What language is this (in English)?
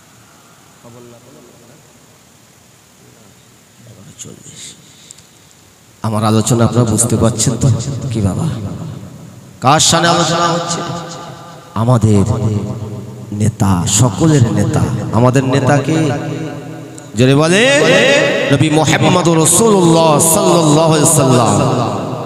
Bangla